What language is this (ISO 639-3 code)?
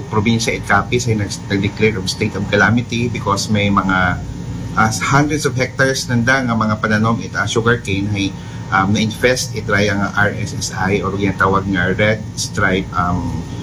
akl